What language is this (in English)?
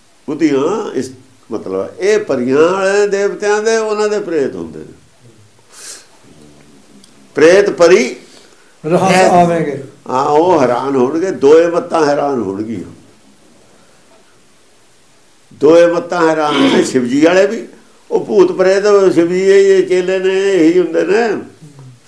Punjabi